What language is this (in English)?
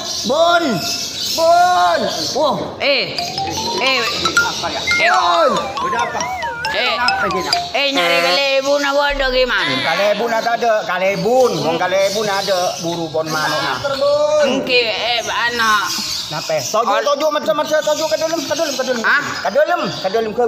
Madurese